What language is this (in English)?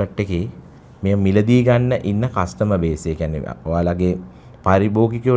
Sinhala